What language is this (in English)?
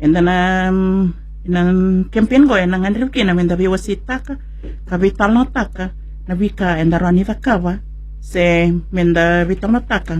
Fijian